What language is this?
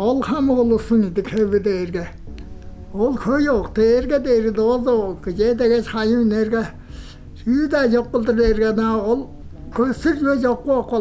Tuvinian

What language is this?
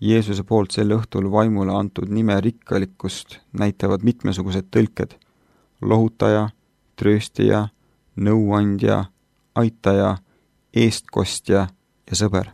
Estonian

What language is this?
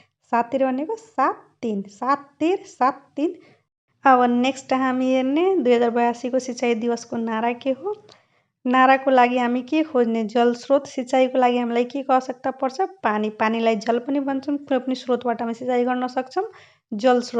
Nepali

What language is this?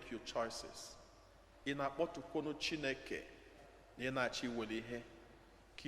Igbo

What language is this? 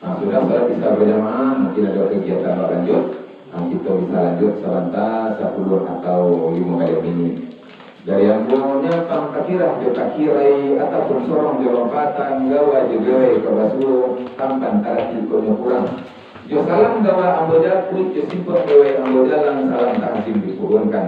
Minangkabau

